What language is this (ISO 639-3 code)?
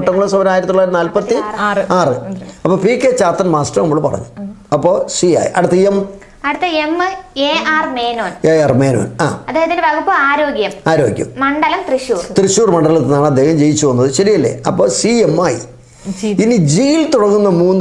mal